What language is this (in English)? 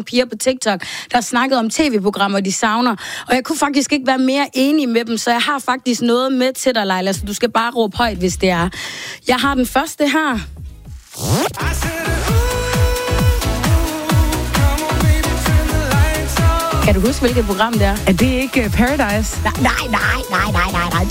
Danish